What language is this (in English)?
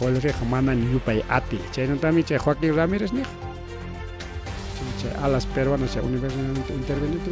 Ayacucho Quechua